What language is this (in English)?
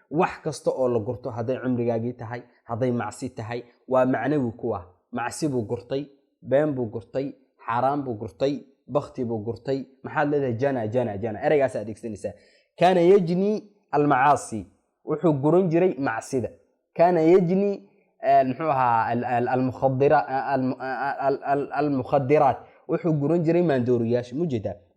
Somali